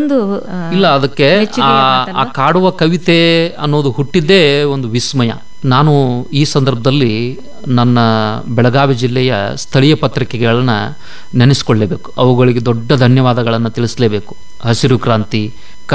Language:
Kannada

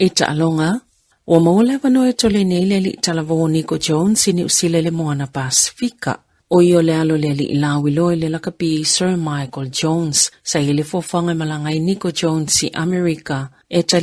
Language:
Samoan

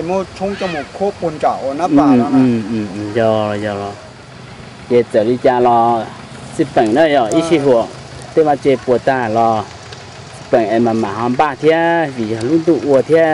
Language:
Hmong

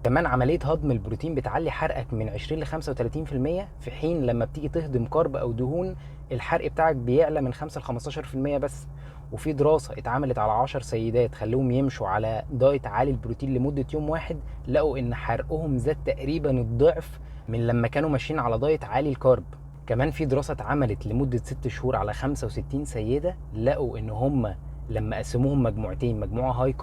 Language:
Egyptian Arabic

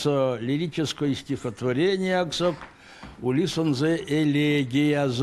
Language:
Erzya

